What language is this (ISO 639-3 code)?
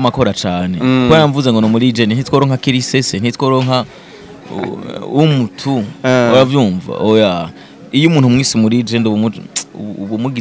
run